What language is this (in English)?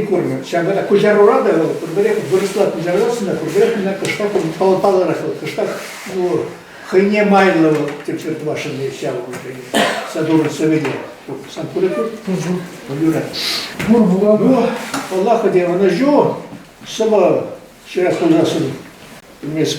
Chuvash